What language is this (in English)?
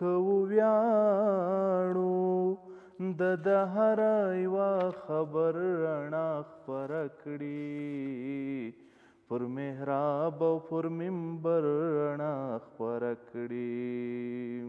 Pashto